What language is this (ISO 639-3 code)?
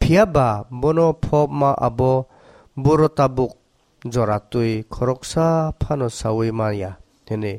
trp